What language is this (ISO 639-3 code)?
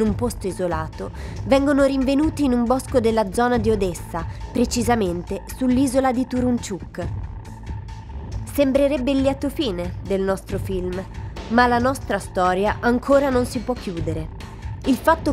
ita